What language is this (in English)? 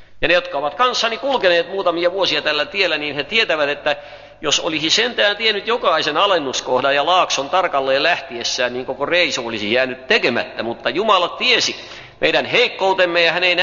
Finnish